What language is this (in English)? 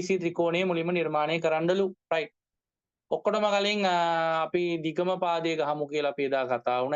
Sinhala